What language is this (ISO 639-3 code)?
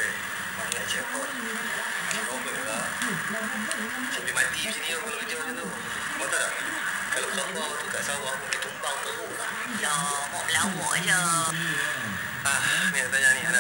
msa